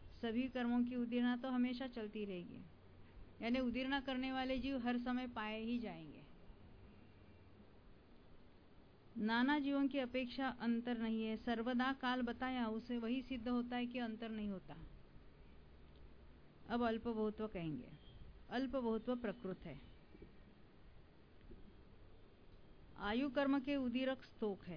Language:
Hindi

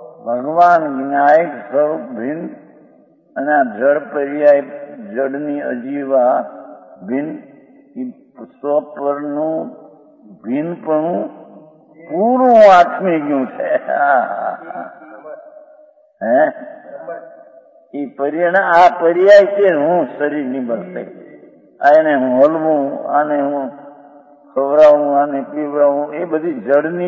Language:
Gujarati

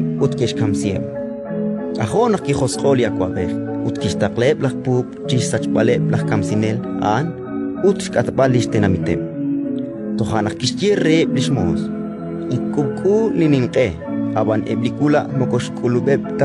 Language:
Kekchí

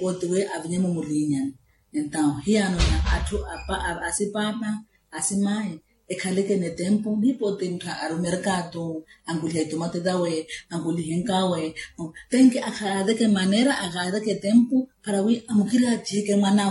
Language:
Makhuwa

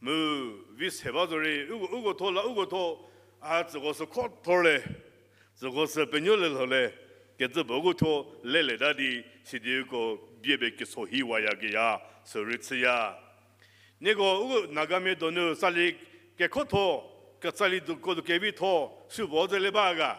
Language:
Angami Naga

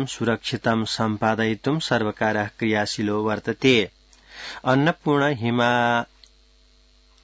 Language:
Sanskrit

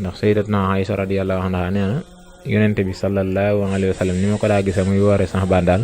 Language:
Wolof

